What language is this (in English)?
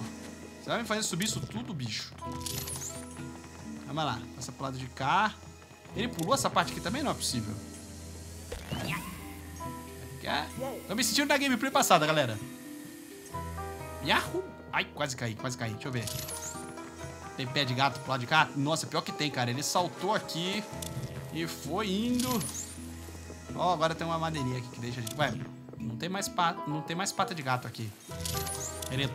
Portuguese